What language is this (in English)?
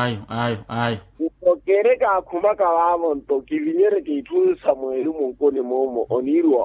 Makhuwa